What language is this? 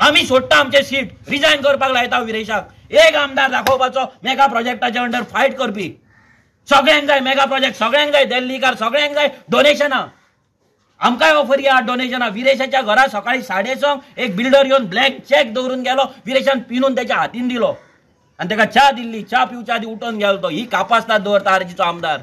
Konkani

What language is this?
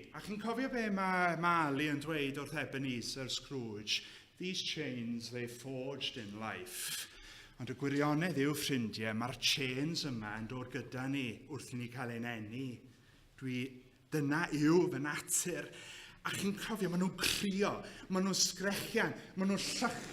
Welsh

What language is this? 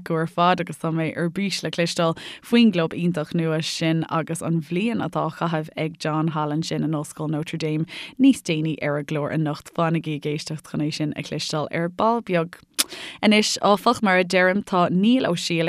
Irish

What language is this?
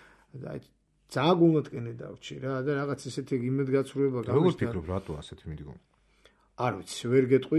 Georgian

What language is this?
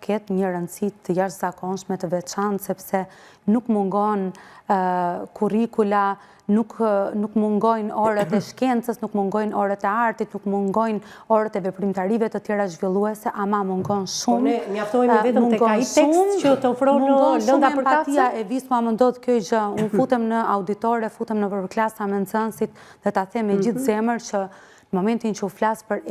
Albanian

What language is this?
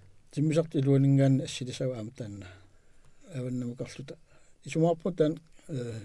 Kalaallisut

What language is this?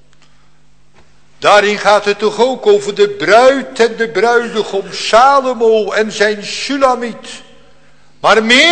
Dutch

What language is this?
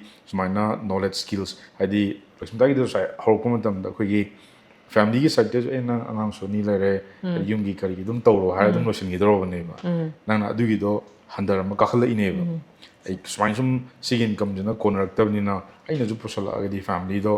Manipuri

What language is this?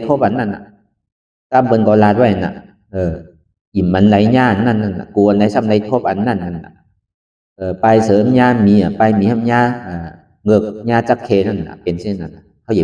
Shan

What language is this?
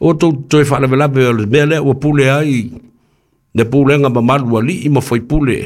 Samoan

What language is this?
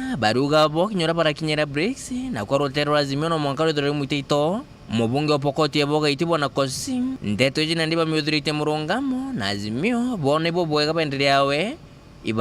Meru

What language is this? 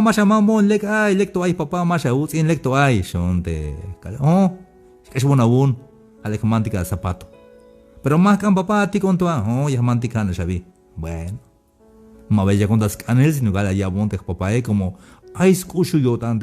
Tzeltal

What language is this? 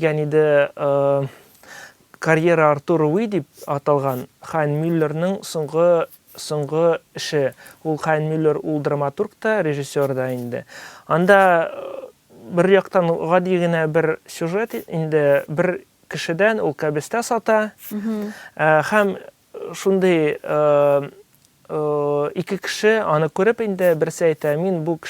Tatar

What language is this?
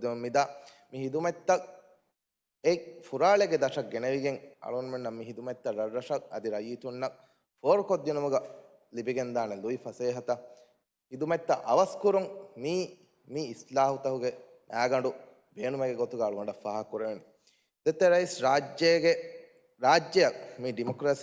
Divehi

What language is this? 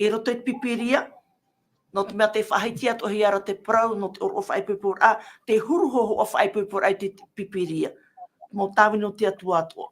Tahitian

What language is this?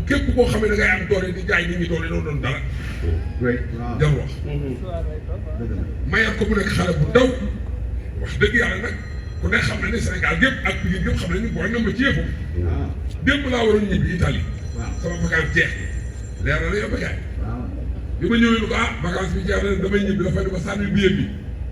Wolof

